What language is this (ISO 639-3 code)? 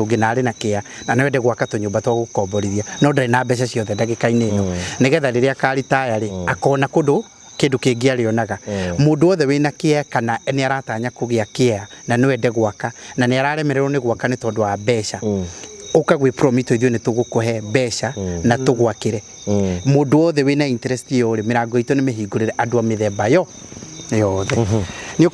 kik